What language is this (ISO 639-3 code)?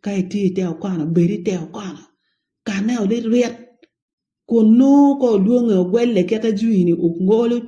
ach